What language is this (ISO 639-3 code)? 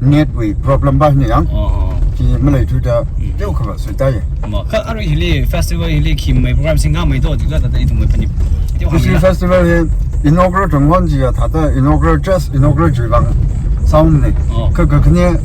nmf